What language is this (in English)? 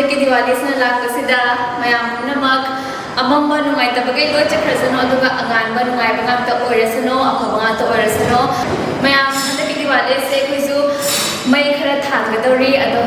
Manipuri